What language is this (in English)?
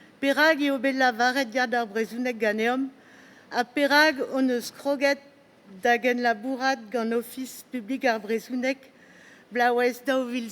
Breton